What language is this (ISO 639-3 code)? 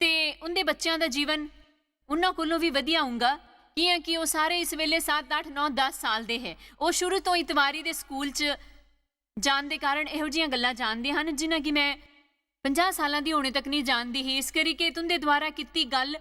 doi